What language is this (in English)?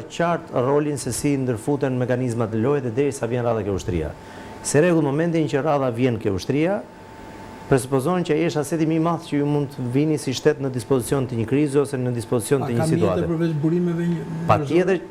Albanian